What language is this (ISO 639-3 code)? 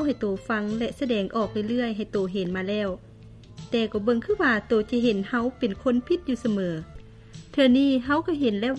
lao